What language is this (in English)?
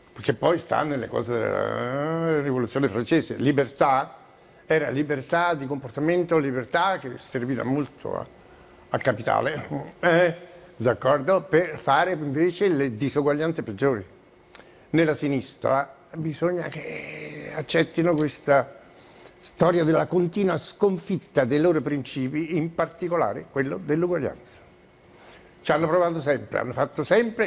Italian